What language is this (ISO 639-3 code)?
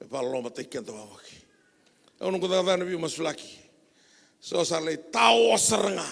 fij